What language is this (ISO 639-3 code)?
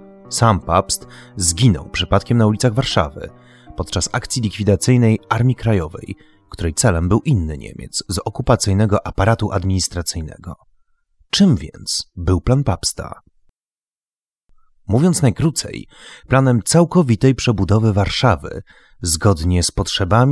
pol